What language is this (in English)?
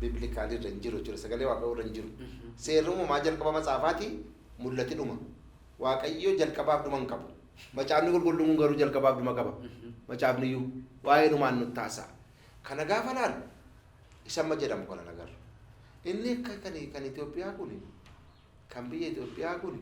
Oromo